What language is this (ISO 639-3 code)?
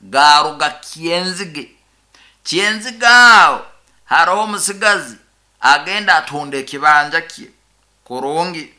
nyo